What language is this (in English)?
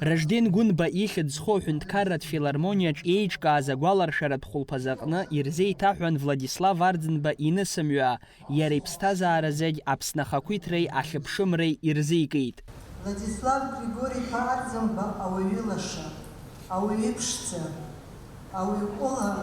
Abkhazian